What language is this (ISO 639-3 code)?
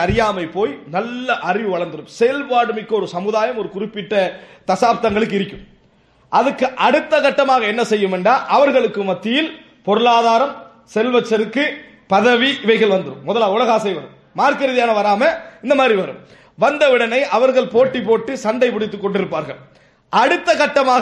tam